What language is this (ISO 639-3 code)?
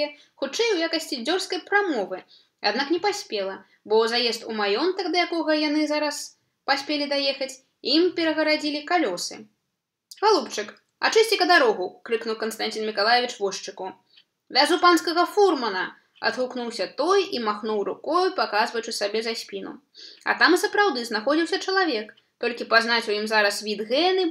bel